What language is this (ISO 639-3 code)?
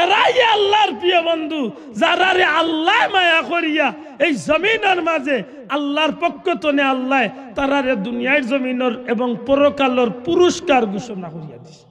syl